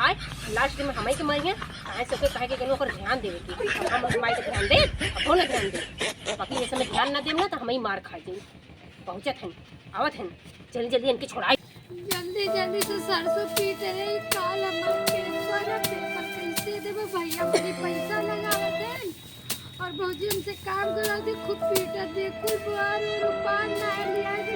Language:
Awadhi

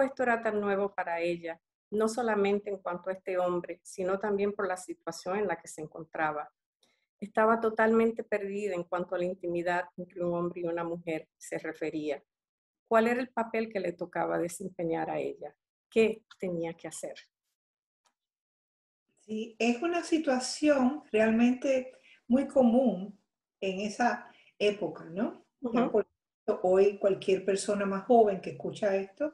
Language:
Spanish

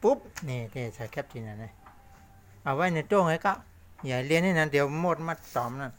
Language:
Shan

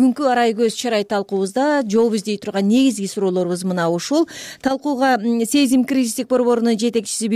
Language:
Kyrgyz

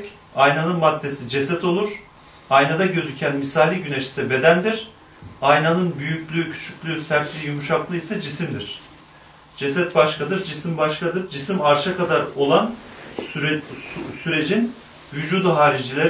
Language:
Turkish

